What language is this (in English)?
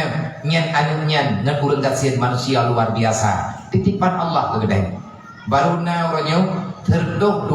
Achinese